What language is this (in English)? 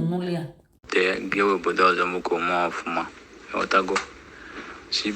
Igbo